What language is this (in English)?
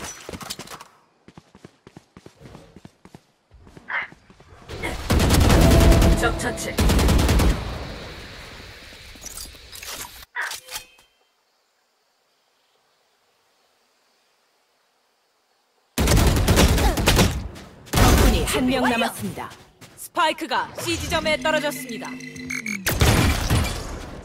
Korean